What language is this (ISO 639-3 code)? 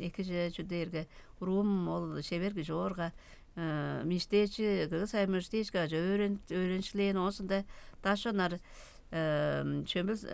tyv